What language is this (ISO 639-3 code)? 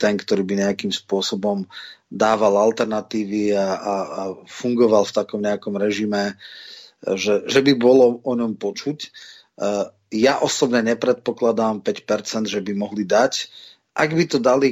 slk